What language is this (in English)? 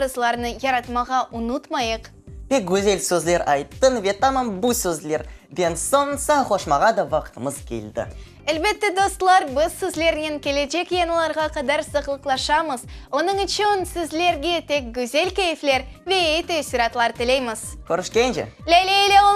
Crimean Tatar